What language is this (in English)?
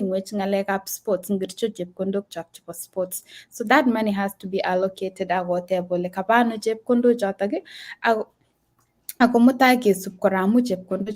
Kalenjin